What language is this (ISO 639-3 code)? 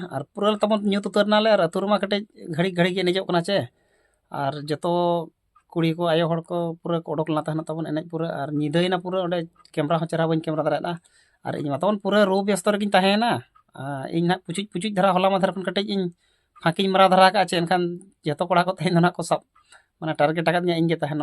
sat